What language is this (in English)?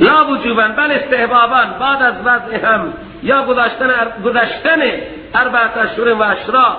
Persian